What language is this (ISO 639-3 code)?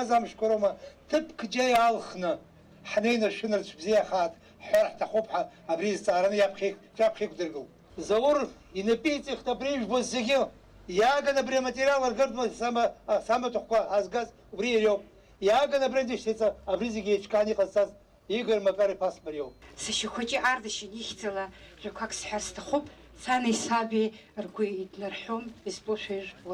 abk